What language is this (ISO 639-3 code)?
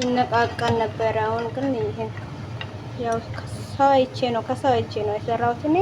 amh